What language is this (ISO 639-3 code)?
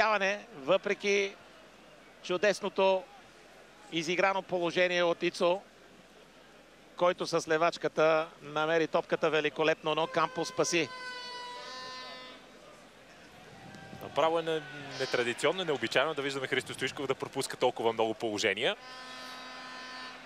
bul